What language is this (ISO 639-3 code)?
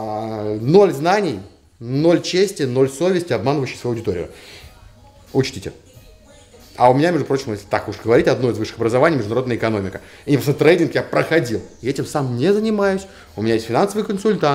rus